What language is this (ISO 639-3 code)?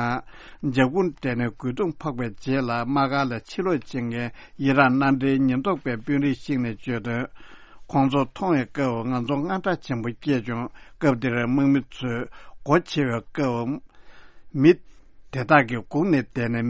bod